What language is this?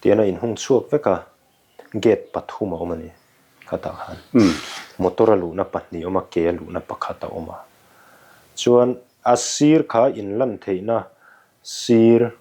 Mizo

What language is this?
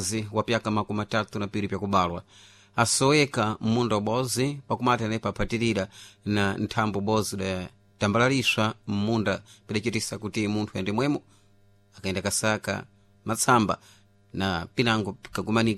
Sena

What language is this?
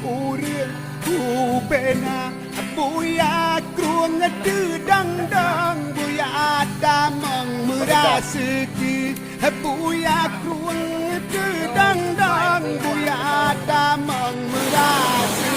Achinese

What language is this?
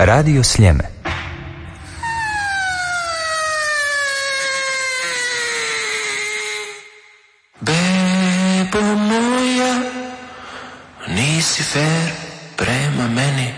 Croatian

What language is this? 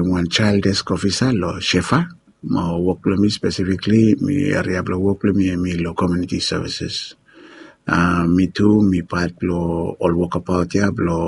Bislama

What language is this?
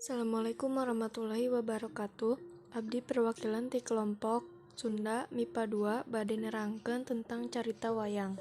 Sundanese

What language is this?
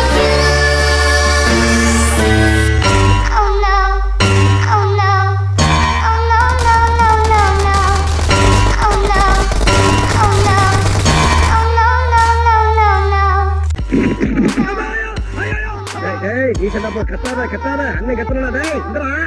Tamil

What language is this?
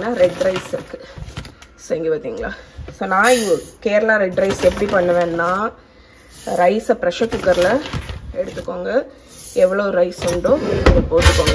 Tamil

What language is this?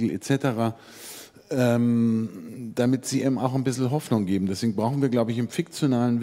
German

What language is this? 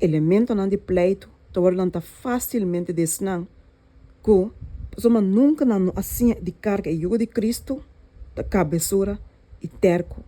Papiamento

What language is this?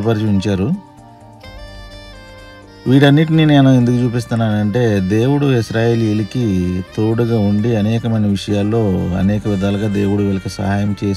Telugu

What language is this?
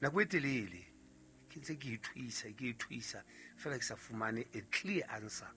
Southern Sotho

